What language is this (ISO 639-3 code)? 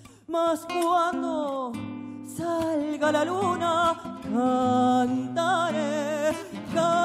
spa